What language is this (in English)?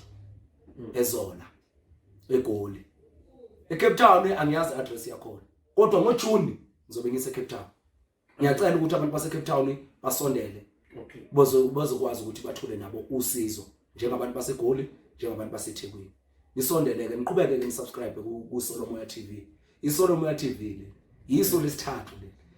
Zulu